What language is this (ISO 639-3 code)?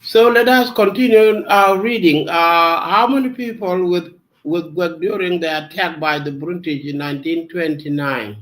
nus